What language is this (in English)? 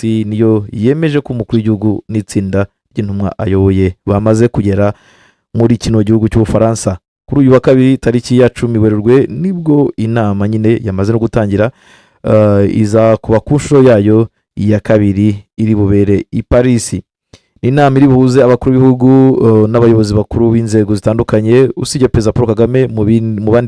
Kinyarwanda